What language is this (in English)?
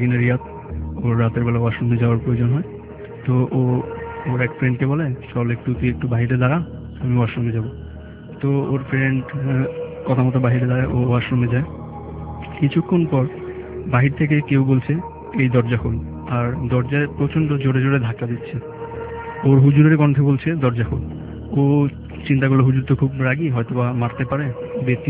Bangla